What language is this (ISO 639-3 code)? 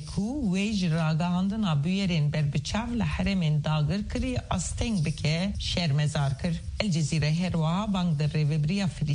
kur